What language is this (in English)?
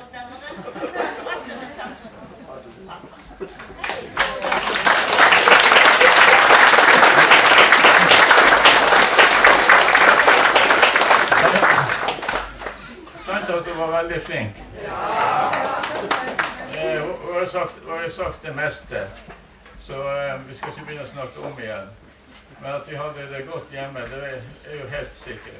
Norwegian